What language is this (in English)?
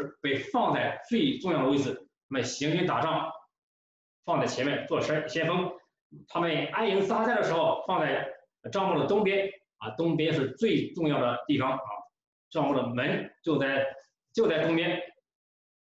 Chinese